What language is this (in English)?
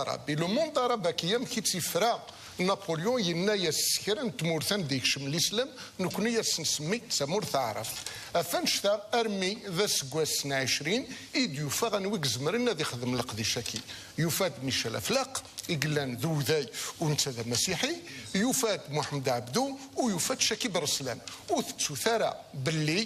Kabyle